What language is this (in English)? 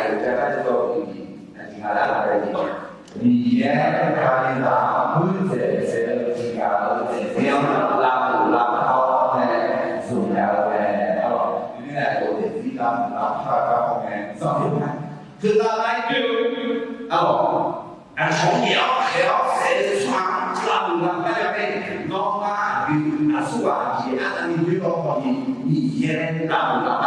Akha